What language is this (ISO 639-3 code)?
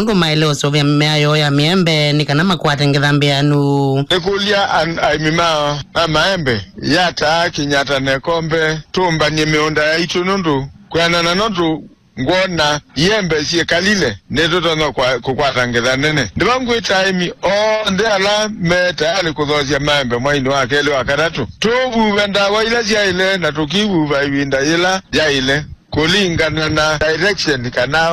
kam